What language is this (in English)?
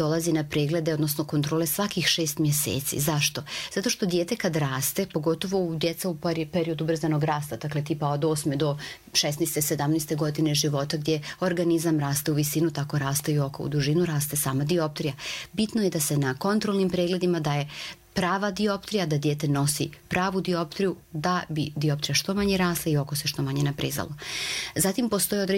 Croatian